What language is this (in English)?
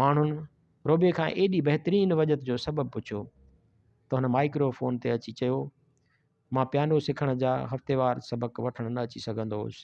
Sindhi